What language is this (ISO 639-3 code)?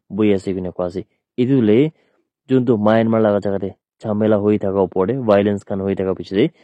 nag